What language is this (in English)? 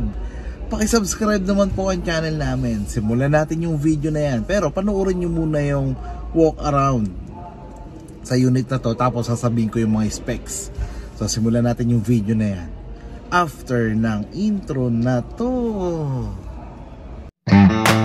Filipino